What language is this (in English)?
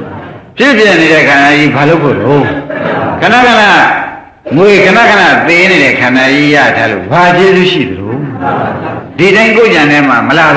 Burmese